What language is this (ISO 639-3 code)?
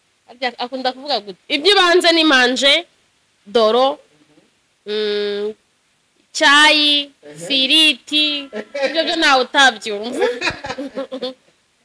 kin